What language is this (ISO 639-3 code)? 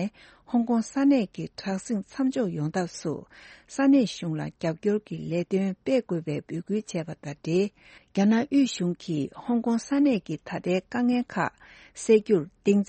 bod